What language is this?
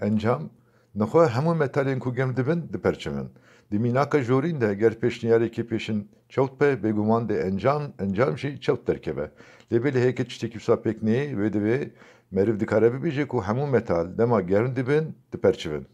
Kurdish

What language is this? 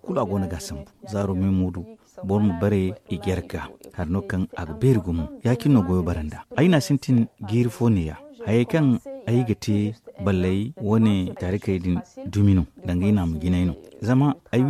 Zarma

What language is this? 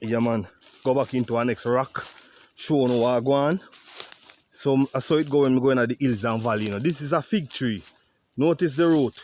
Jamaican Creole English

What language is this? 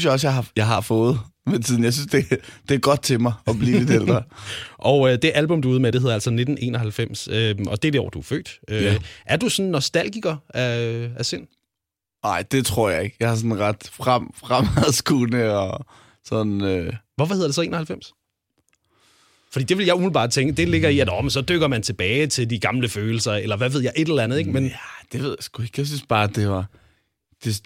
Danish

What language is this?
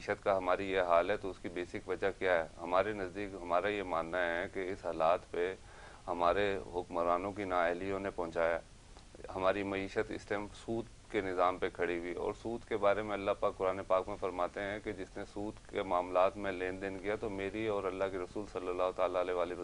Urdu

